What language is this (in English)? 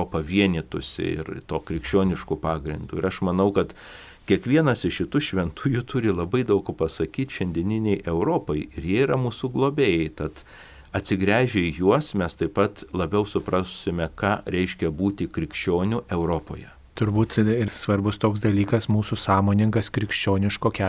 Lithuanian